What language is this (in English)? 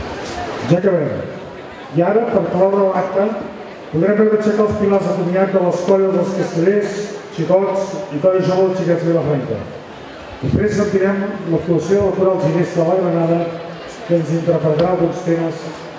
Catalan